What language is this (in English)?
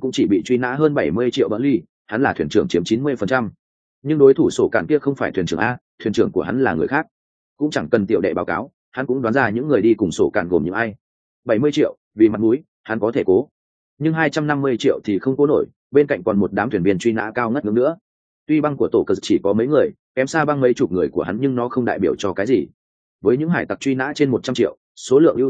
Vietnamese